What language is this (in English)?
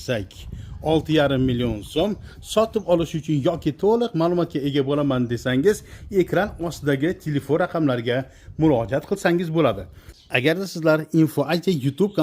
Uzbek